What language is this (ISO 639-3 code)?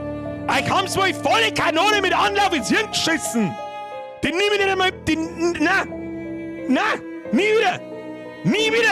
bar